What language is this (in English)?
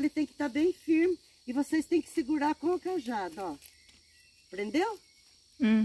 Portuguese